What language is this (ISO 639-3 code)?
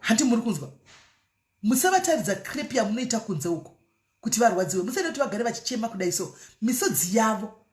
sna